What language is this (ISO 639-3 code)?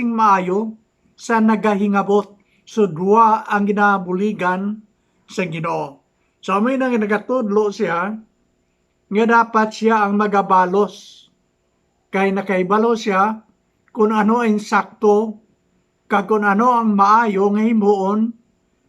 hil